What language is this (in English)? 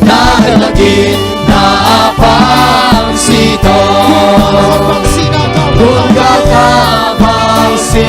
Tedim Chin